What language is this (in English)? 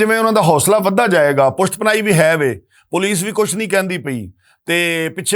Western Panjabi